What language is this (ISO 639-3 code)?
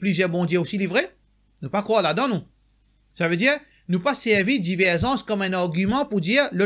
mfe